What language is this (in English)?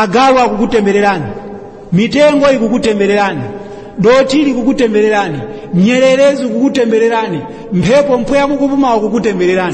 Nyanja